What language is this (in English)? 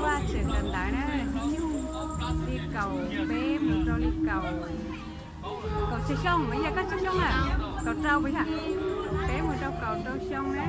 Hmong